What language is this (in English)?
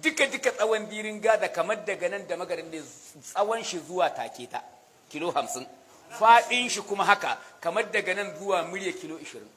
Hausa